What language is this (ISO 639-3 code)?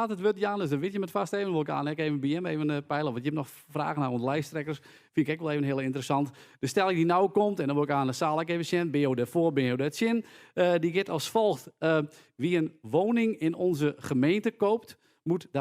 fry